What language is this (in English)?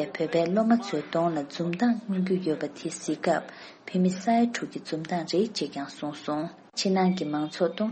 Tibetan